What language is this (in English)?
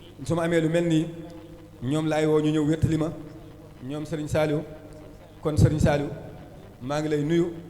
Wolof